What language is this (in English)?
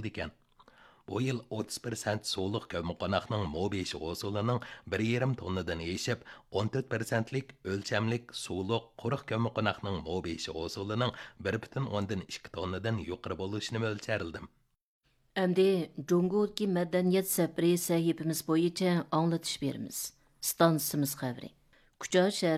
Uyghur